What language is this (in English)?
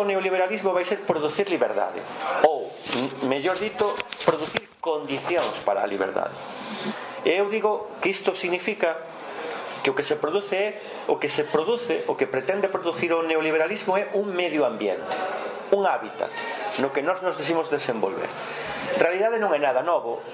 Galician